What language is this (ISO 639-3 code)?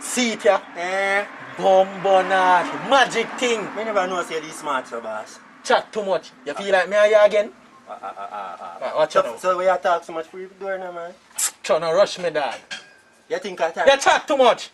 jam